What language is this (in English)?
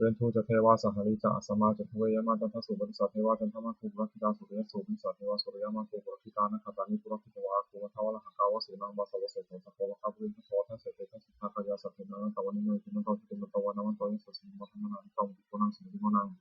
Pali